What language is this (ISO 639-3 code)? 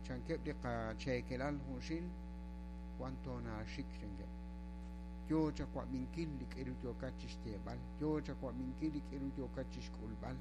kek